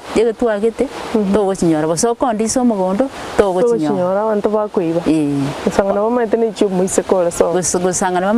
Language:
Gusii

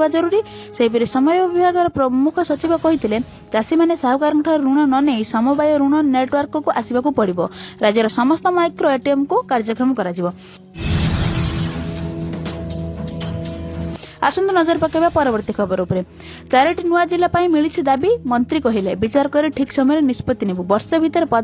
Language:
Odia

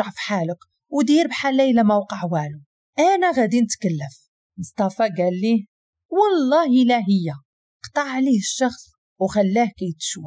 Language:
Moroccan Arabic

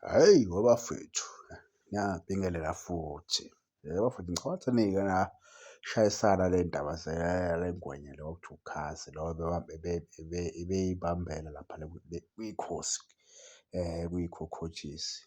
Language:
Zulu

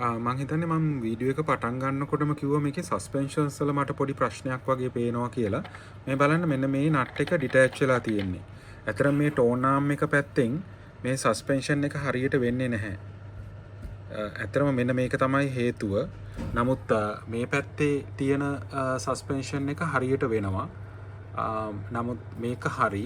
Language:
Sinhala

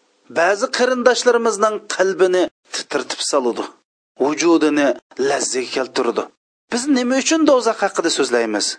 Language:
Uyghur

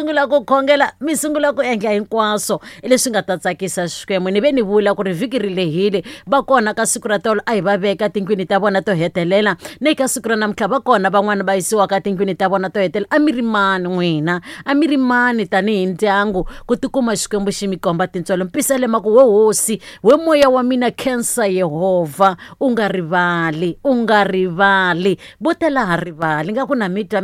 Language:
Tsonga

